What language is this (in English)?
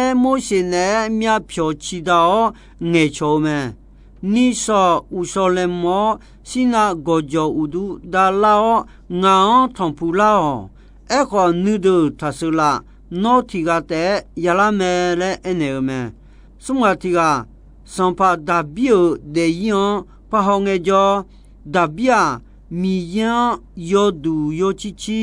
Akha